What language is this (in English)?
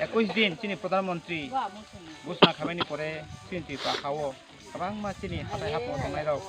Kok Borok